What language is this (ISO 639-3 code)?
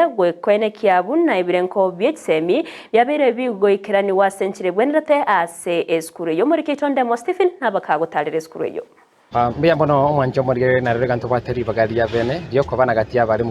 guz